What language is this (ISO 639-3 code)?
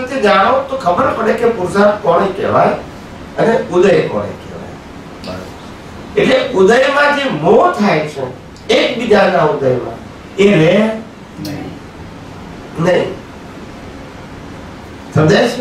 guj